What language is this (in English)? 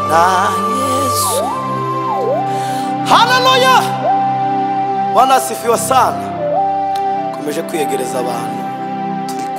Kinyarwanda